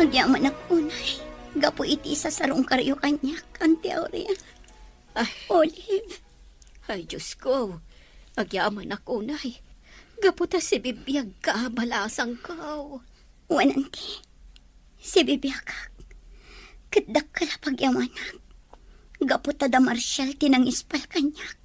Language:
Iloko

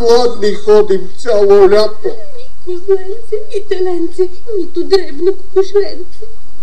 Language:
Bulgarian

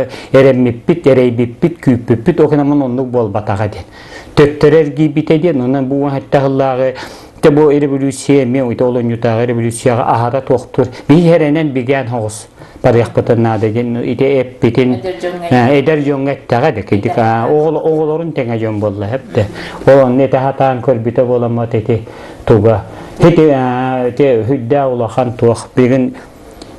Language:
Yakut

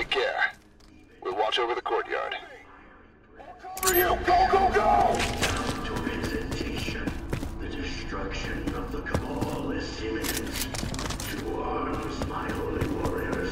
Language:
English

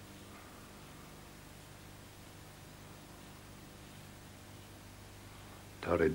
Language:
Dutch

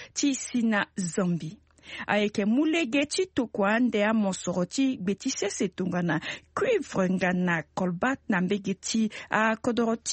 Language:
Sango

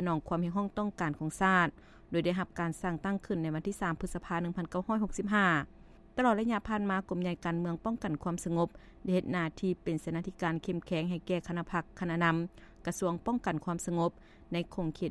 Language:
Lao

